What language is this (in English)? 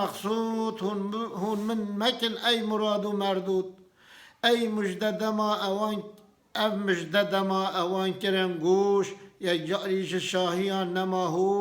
Kurdish